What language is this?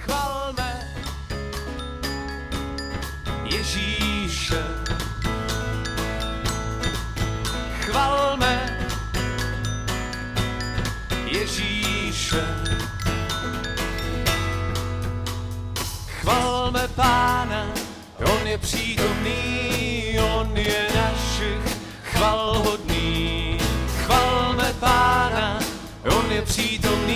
Czech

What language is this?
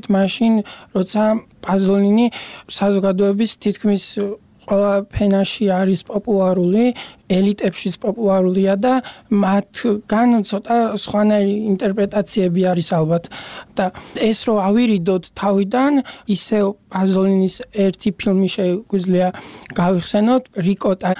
Georgian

